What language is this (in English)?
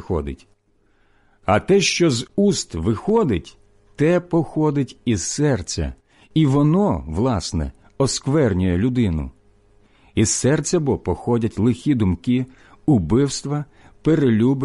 Ukrainian